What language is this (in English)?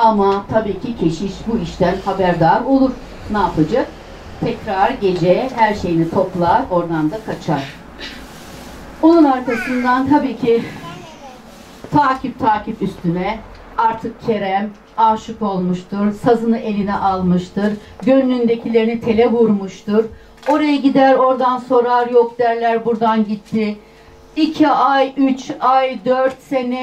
Turkish